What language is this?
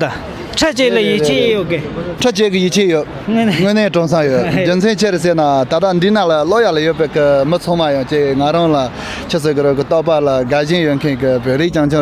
Tibetan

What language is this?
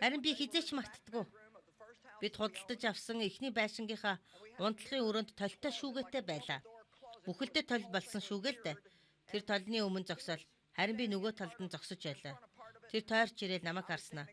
Mongolian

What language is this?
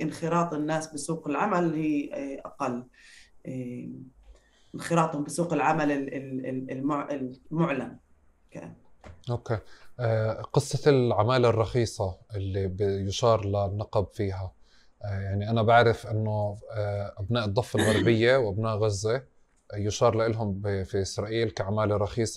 North Levantine Arabic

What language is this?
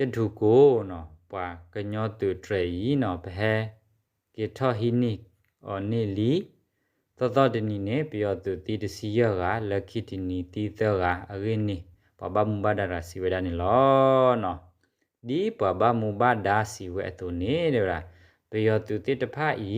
S'gaw Karen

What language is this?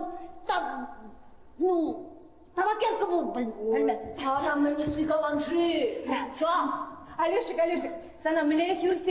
Chuvash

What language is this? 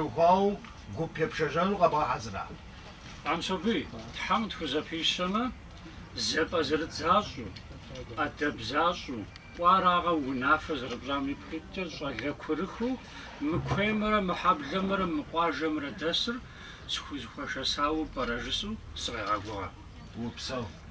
Kabardian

